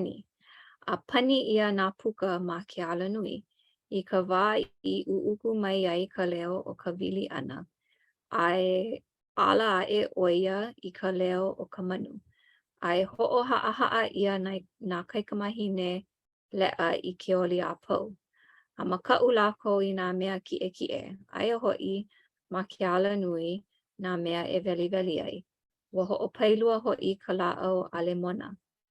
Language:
Hawaiian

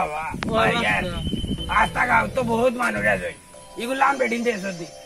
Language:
Sylheti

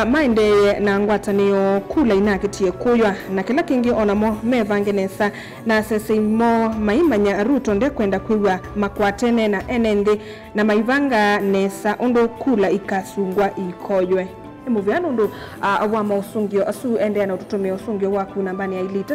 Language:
Kamba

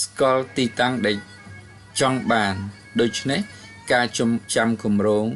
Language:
Khmer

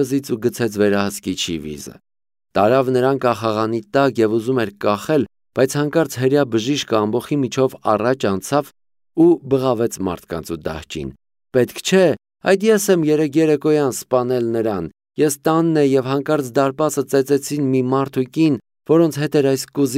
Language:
Armenian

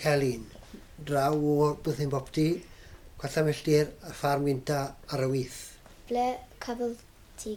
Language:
Welsh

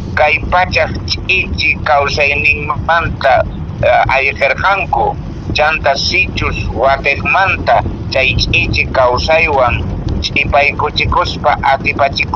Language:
Quechua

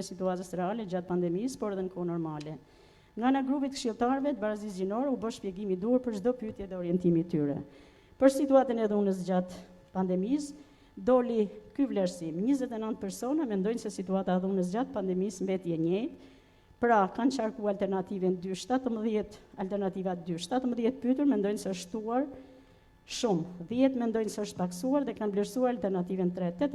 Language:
Albanian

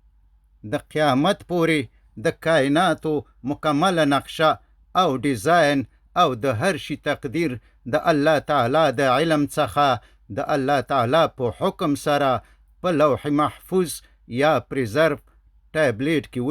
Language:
Pashto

